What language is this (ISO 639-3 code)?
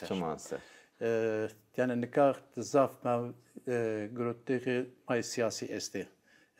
zza